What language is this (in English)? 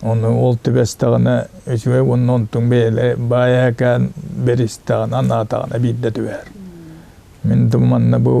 Yakut